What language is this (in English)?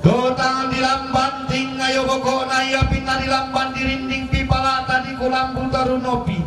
Toraja-Sa'dan